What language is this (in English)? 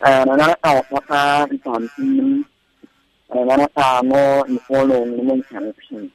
Tswana